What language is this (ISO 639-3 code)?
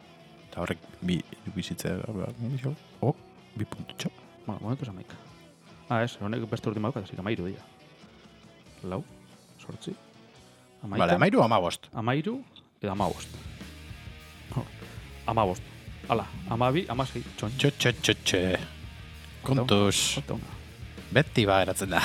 eus